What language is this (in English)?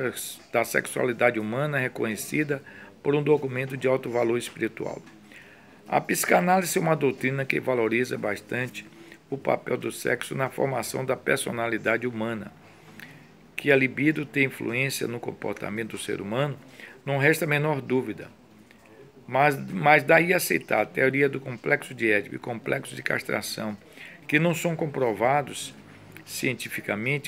Portuguese